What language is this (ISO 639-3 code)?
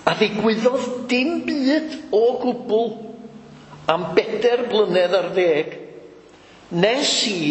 cym